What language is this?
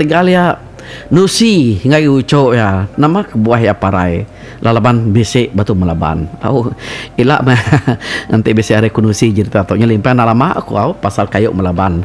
Iban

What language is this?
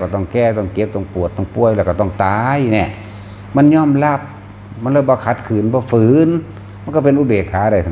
Northeastern Thai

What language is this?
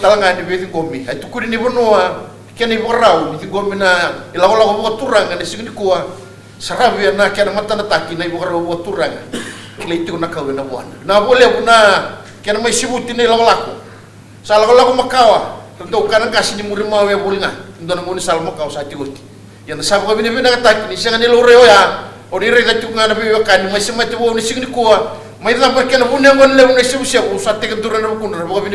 Fijian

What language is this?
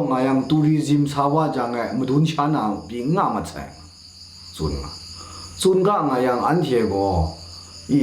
Kachin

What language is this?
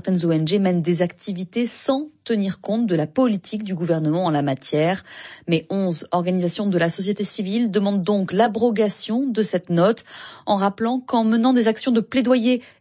French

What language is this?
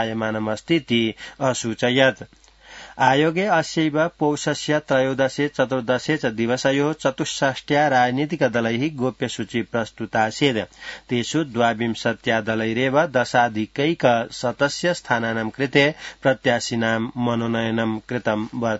Sanskrit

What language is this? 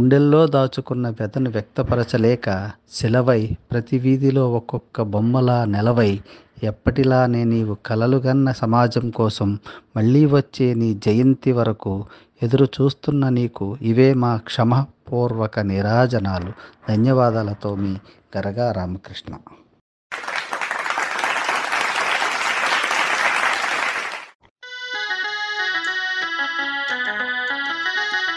Telugu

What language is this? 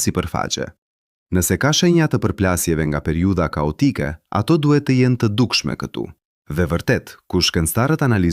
Albanian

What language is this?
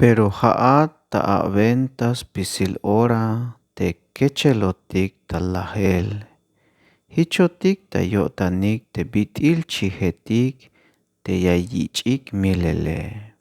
Tzeltal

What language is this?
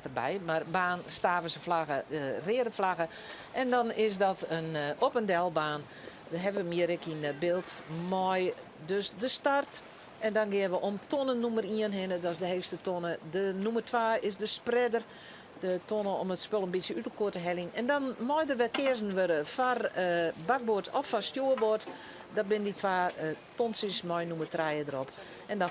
Western Frisian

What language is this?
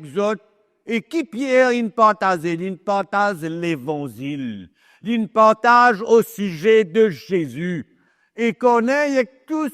Morisyen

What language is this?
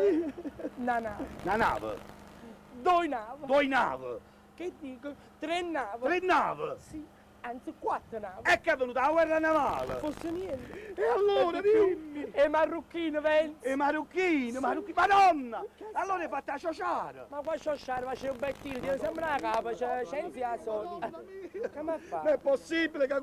Neapolitan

